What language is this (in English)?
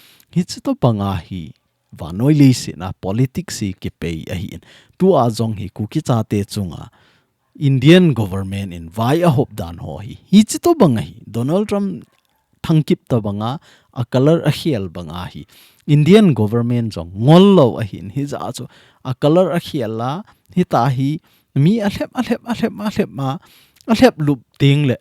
Thado Chin